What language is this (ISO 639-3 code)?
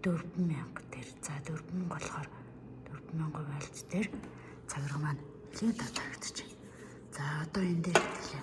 mon